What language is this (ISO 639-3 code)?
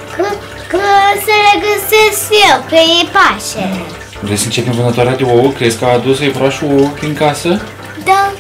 ron